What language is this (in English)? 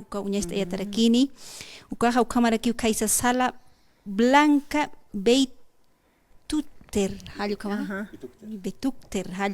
Aymara